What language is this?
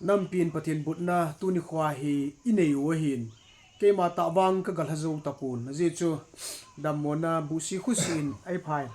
Thado Chin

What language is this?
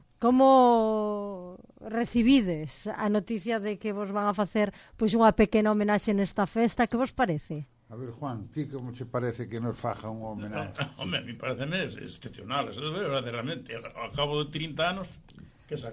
Galician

